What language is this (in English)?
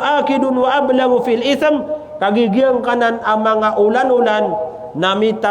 Maranao